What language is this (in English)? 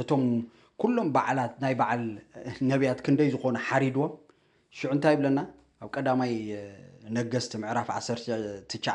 Tigrinya